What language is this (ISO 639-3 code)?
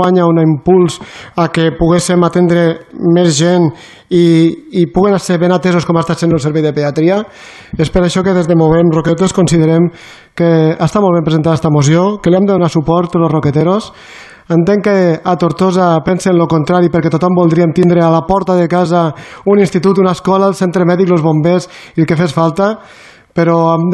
cat